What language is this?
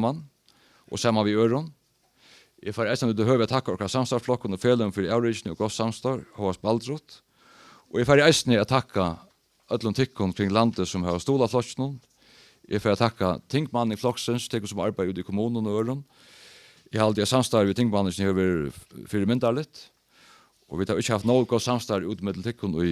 Faroese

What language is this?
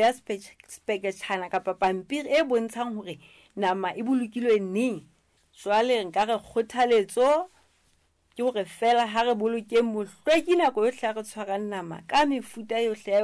Southern Sotho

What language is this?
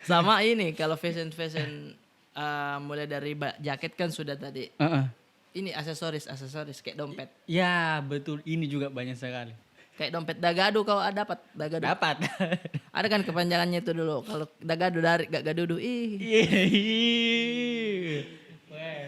Makassar Malay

